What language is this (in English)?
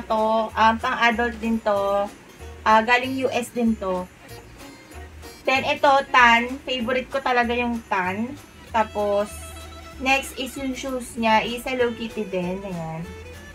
Filipino